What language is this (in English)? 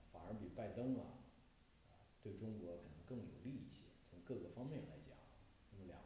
Chinese